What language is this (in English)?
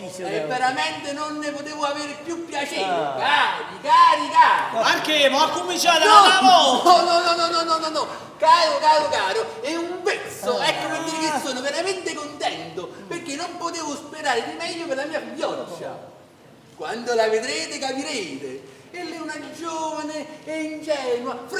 Neapolitan